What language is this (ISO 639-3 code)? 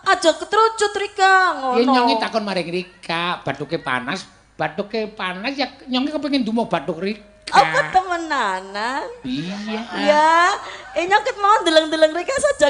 jav